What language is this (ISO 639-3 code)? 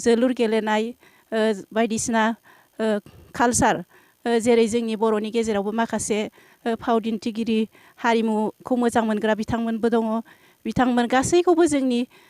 brx